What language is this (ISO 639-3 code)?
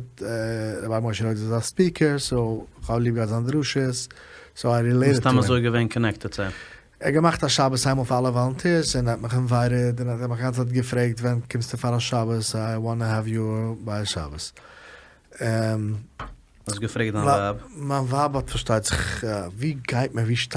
yid